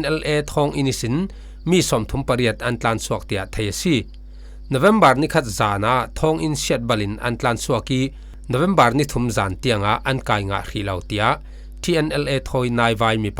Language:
Falam Chin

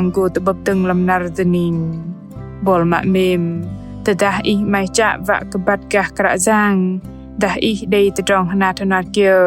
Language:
Bahnar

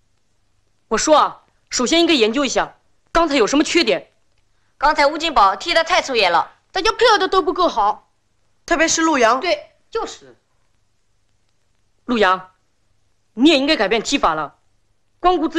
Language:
Chinese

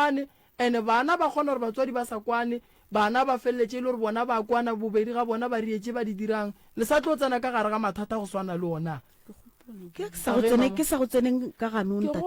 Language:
Northern Sotho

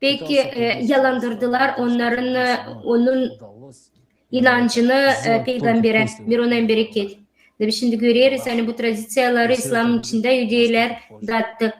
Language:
Gagauz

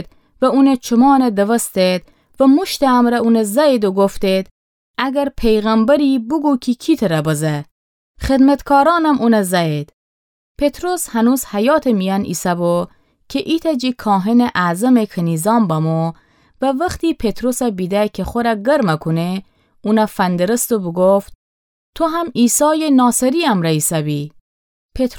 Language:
Gilaki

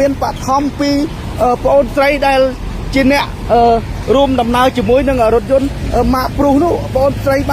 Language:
Khmer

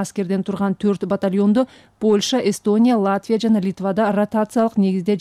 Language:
Kyrgyz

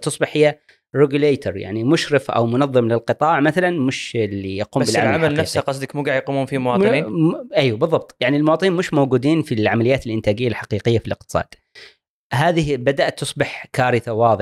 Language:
Gulf Arabic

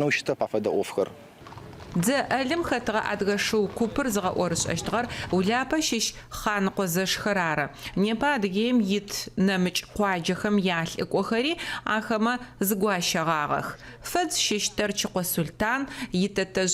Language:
Adyghe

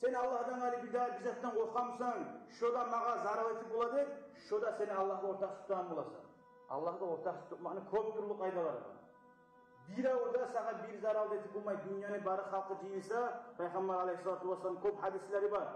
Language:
Kumyk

